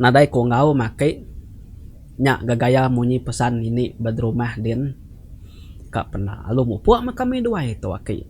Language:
Iban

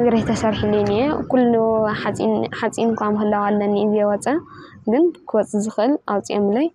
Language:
Tigrinya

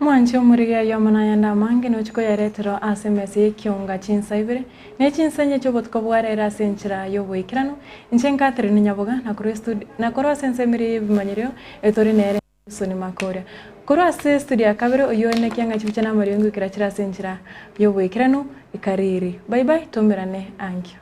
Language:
Gusii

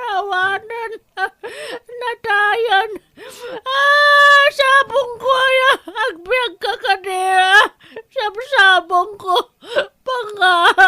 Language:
Iloko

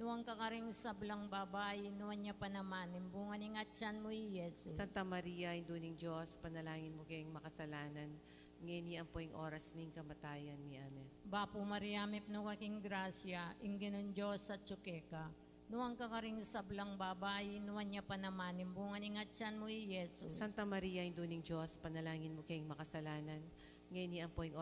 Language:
Pampanga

